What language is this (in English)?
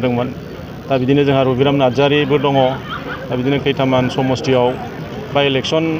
Bodo